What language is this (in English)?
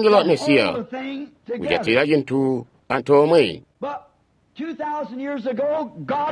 Tonga (Zambia)